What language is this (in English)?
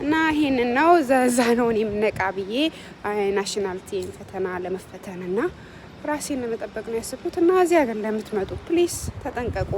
Amharic